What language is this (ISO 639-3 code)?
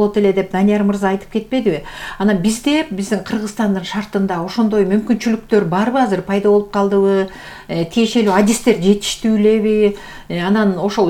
kir